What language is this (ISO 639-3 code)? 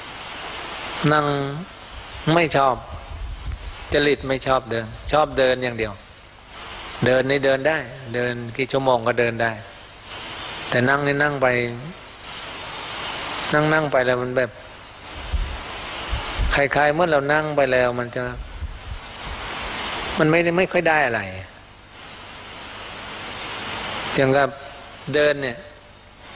tha